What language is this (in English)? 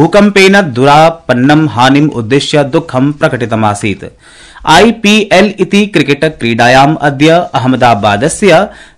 Sanskrit